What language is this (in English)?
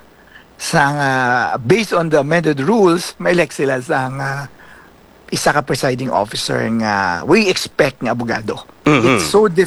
Hiligaynon